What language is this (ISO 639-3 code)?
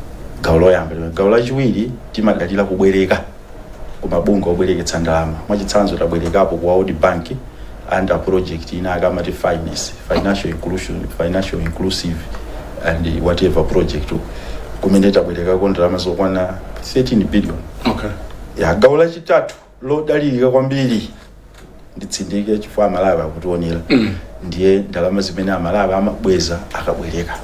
nya